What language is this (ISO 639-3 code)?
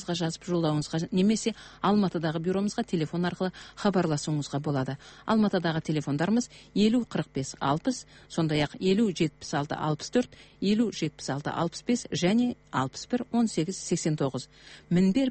kaz